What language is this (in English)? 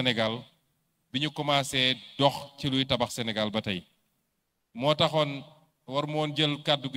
Wolof